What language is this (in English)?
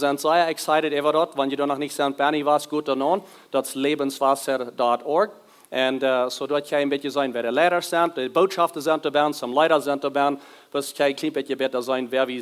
Plautdietsch